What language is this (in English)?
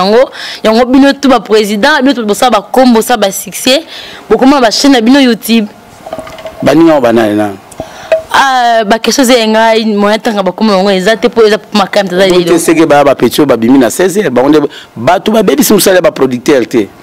Lingala